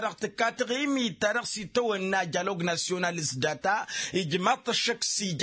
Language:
Tamasheq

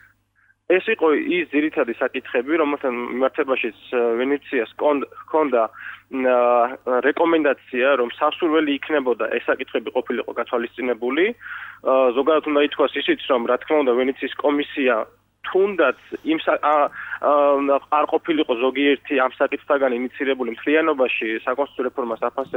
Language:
Georgian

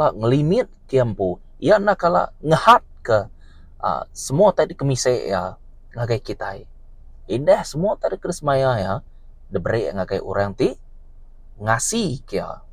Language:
Iban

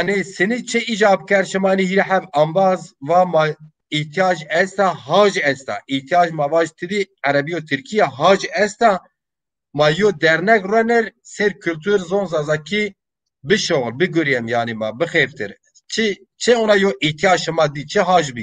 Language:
Zaza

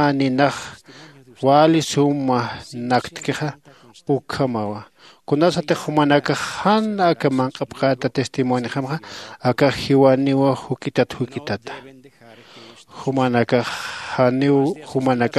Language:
Aymara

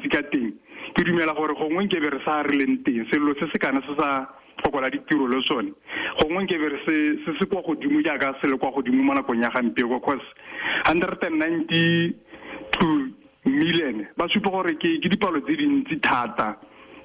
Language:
Tswana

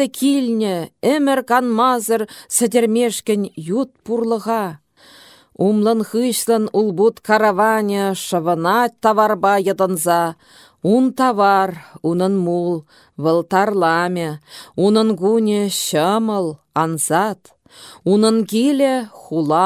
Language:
Chuvash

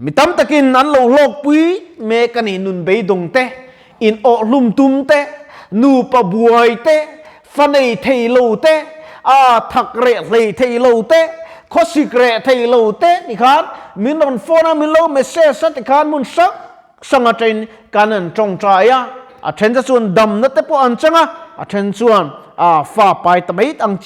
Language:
Mizo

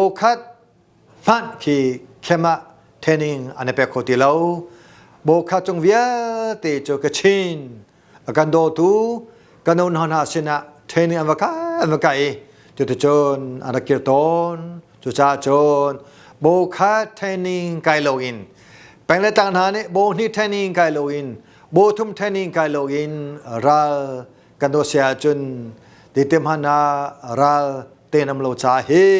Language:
Hakha Chin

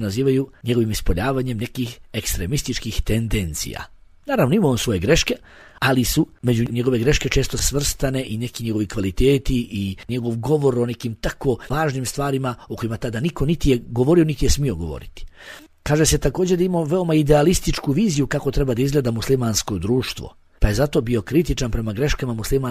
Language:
Bosnian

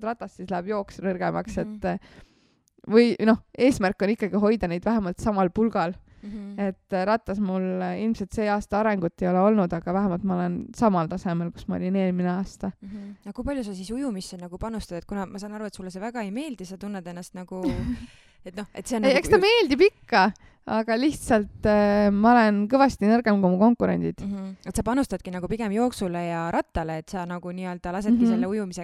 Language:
Estonian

